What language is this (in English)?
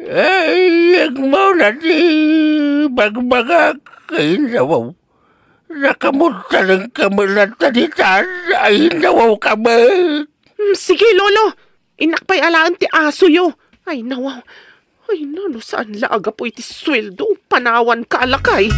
Iloko